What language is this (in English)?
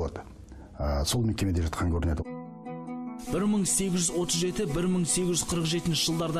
Kazakh